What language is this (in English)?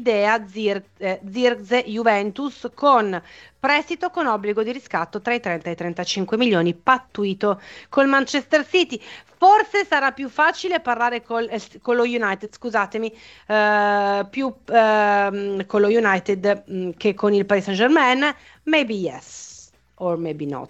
Italian